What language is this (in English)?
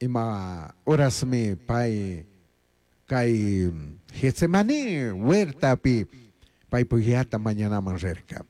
Chimborazo Highland Quichua